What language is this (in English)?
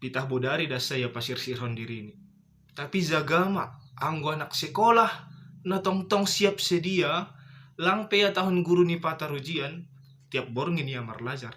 Batak Simalungun